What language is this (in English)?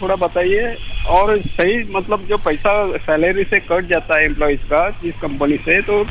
Hindi